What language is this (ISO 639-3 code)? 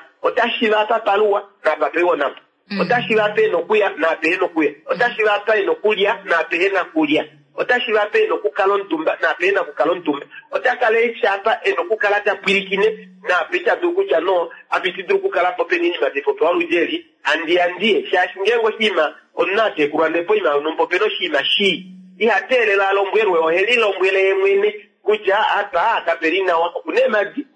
kua